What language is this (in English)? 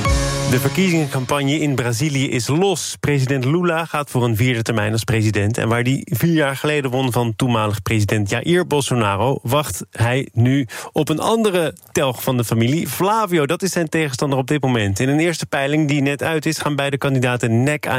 Dutch